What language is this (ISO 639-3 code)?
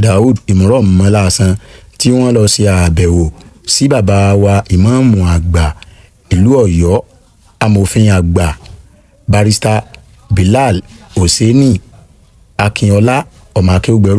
yor